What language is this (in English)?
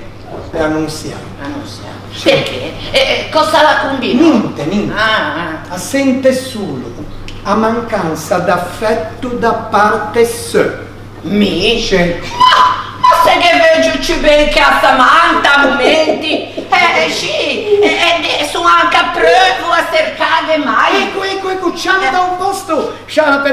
Ligurian